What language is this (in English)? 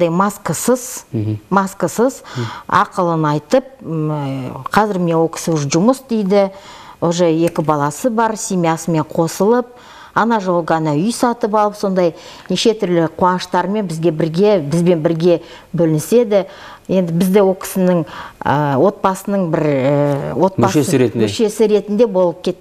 Kazakh